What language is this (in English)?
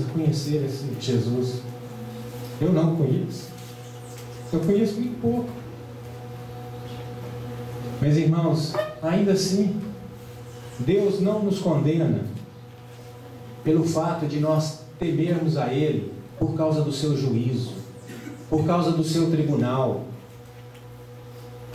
Portuguese